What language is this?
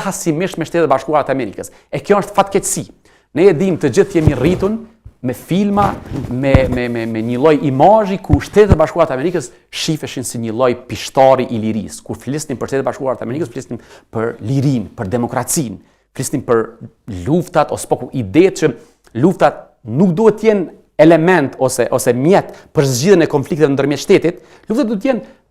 Albanian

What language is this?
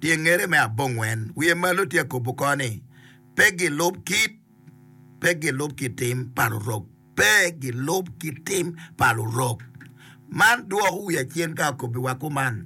Acoli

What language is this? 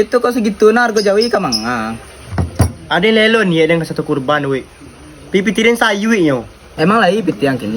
Minangkabau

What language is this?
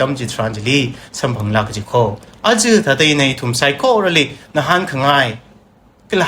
Tangkhul Naga (India)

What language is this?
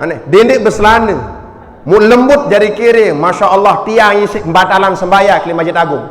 Sasak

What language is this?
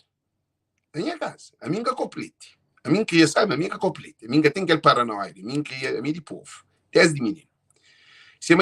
Kabuverdianu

